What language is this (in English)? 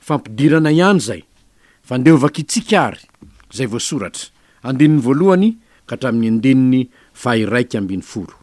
Malagasy